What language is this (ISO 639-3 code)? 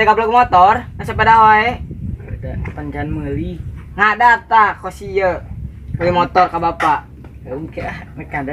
sun